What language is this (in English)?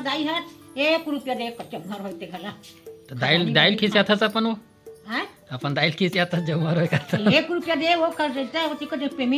Chhattisgarhi